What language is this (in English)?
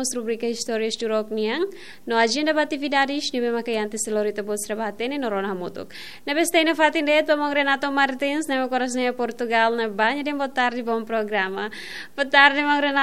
Tetum